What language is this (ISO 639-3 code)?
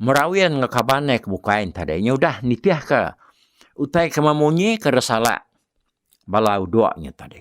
iba